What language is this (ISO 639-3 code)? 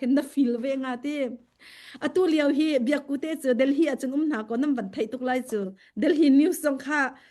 cnh